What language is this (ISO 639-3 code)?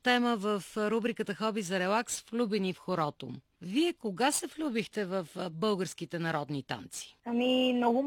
bul